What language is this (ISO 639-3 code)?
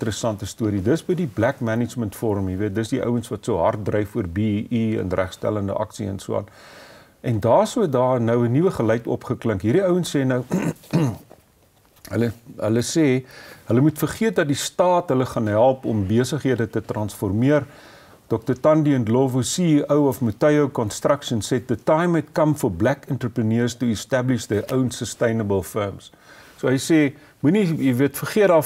afr